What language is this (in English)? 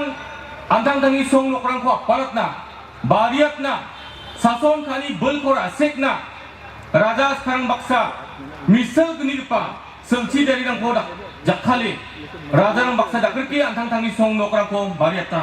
Garo